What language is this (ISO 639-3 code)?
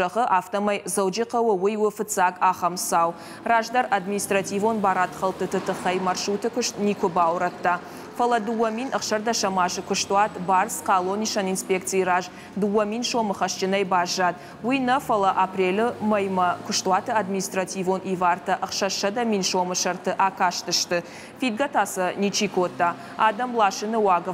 oss